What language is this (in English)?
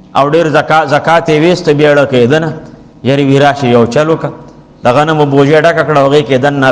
Pashto